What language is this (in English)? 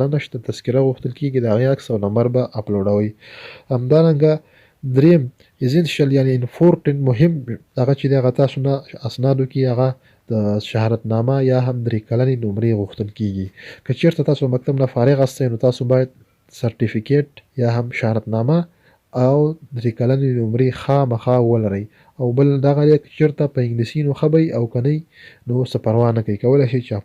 Pashto